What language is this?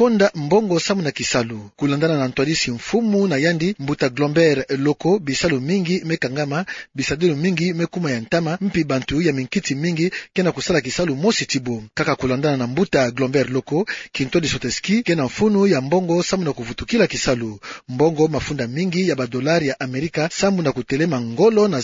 Kituba (Democratic Republic of Congo)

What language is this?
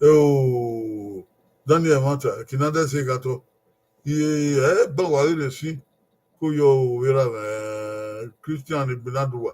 Bini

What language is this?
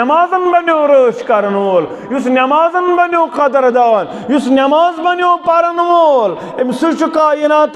Kashmiri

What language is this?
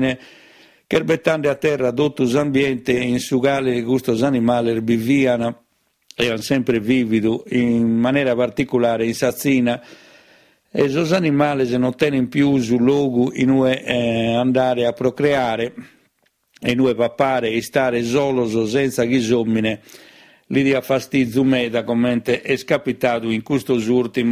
Sardinian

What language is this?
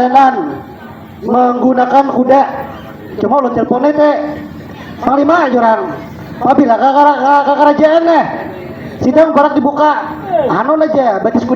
Banjar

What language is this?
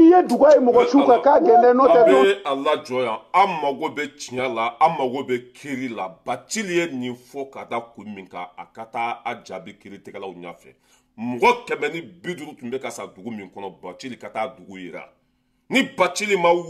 Bambara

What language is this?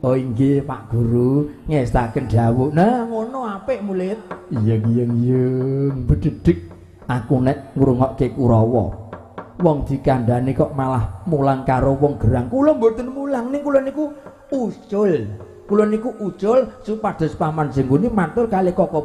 Javanese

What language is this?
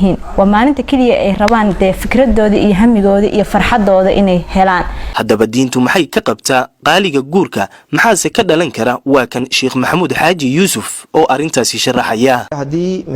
Somali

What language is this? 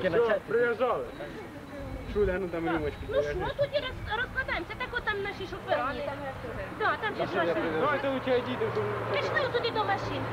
Ukrainian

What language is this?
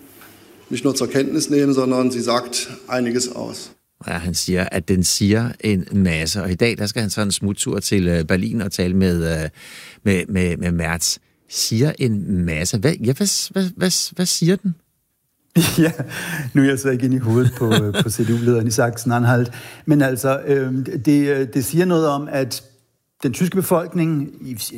Danish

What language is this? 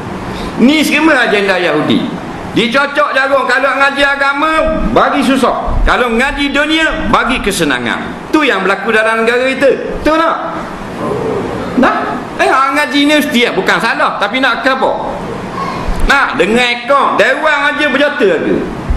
Malay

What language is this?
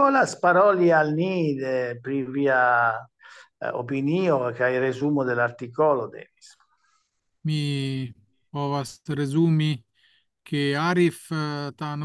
Esperanto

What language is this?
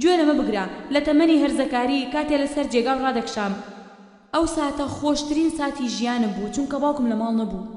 Central Kurdish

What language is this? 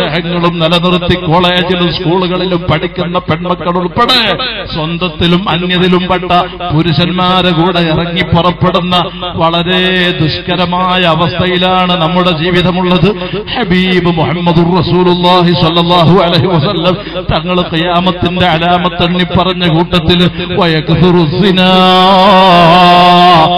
Malayalam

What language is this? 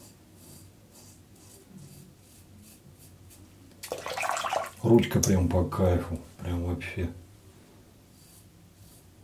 Russian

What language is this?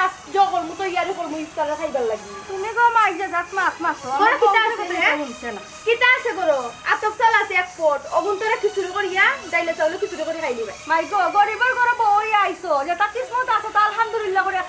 Sylheti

